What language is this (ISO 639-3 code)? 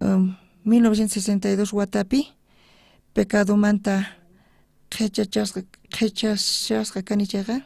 quh